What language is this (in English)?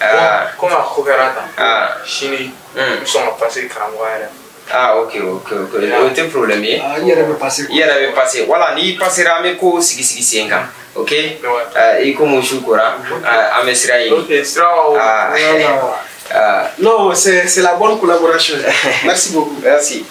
Bambara